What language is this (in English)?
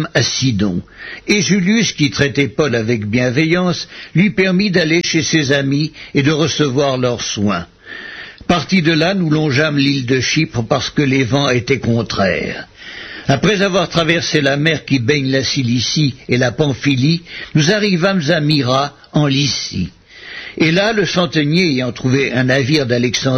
French